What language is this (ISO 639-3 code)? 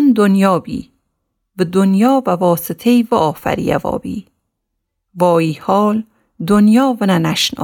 glk